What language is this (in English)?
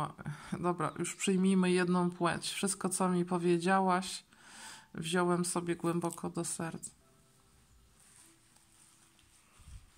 Polish